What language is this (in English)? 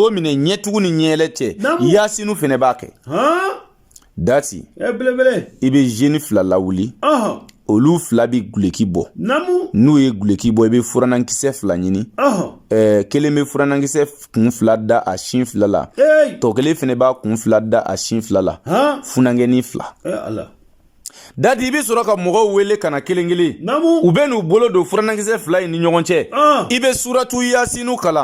Bambara